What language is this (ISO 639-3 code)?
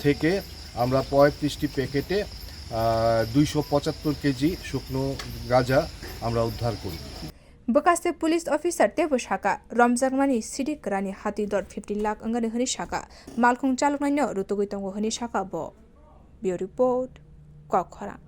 trp